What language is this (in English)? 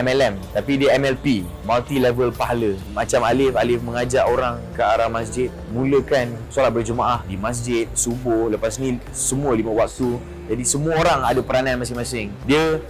Malay